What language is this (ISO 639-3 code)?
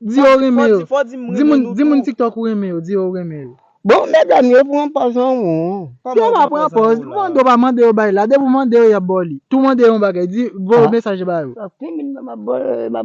hat